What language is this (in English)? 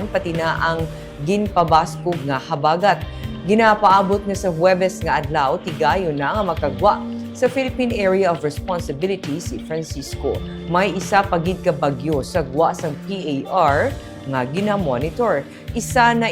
Hiligaynon